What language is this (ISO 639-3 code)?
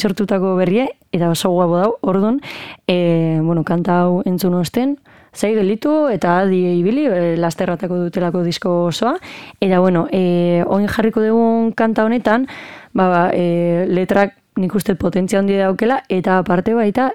eus